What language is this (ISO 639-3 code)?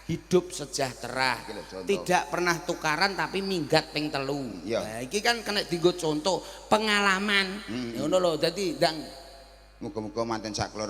jav